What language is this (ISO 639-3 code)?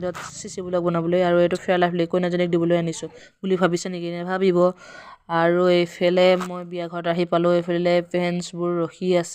asm